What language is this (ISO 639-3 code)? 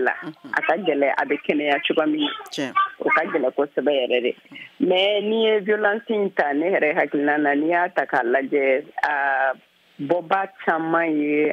bam